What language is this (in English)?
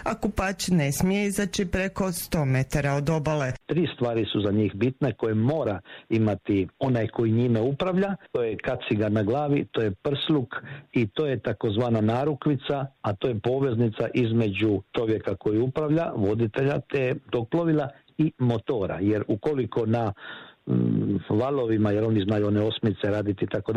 Croatian